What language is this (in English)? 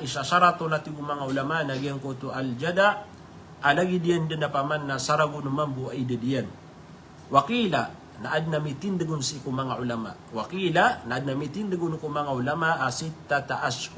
Maranao